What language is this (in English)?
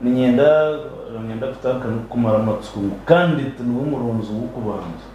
Nyankole